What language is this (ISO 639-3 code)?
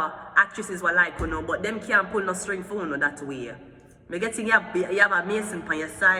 jam